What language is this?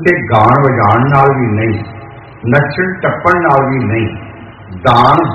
Punjabi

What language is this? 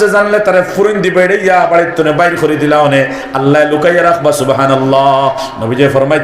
Sylheti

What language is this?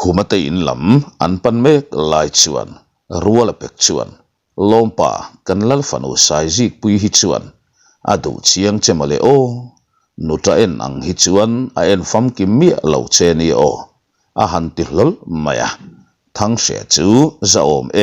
Mizo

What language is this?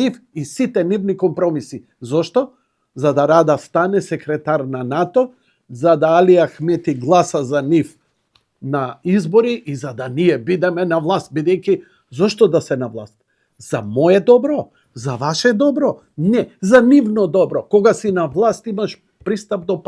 Macedonian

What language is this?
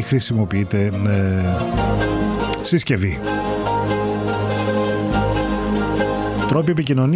Greek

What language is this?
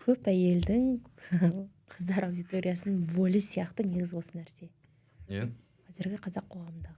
Kazakh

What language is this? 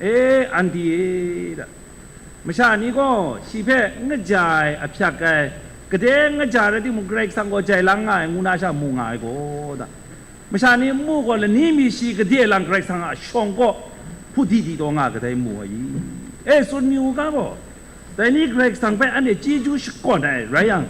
Kachin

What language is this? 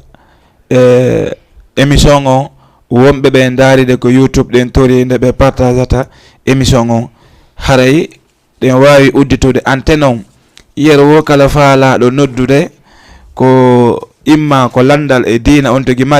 Fula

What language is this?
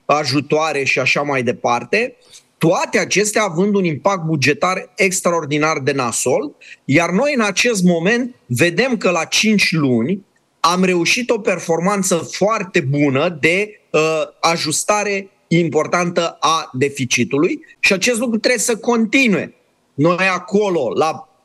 Romanian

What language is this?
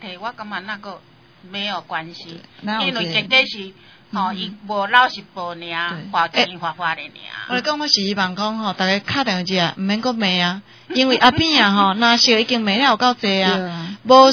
Min Nan Chinese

